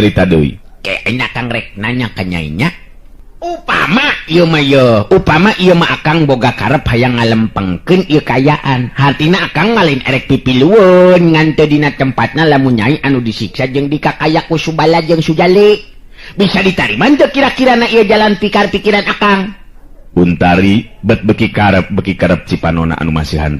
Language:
Sundanese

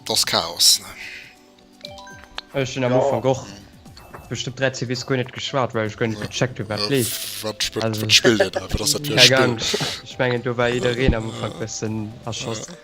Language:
Luxembourgish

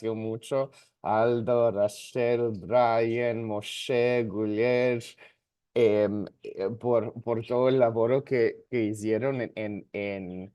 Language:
Ladino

